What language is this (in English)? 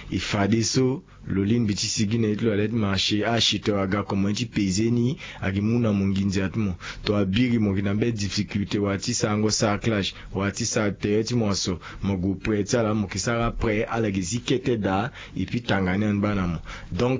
Sango